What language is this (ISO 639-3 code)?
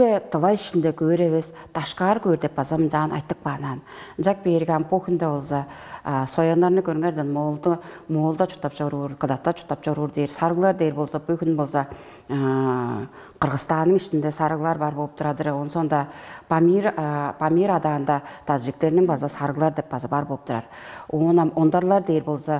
tyv